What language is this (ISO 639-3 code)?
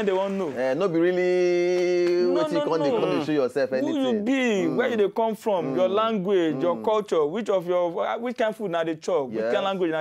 pcm